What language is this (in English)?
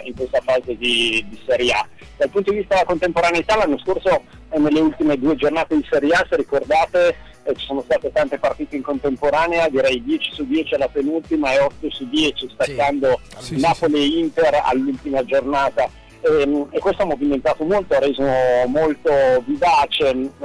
Italian